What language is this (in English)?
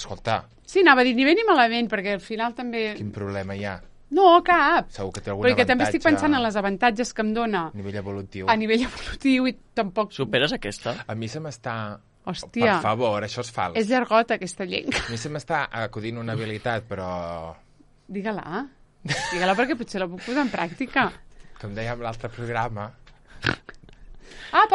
Catalan